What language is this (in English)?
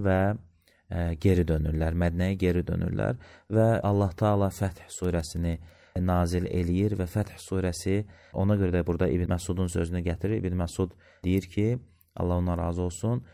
Azerbaijani